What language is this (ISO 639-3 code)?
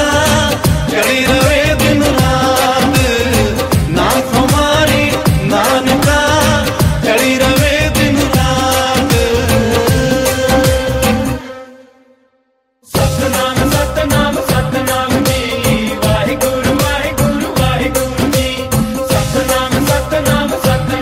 pan